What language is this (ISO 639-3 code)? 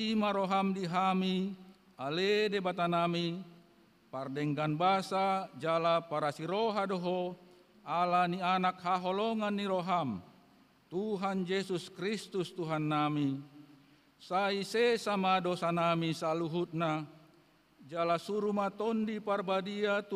bbc